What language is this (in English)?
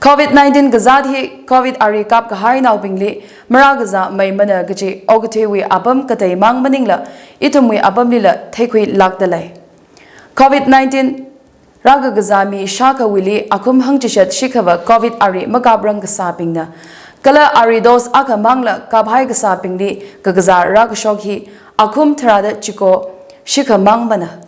Tangkhul Naga (India)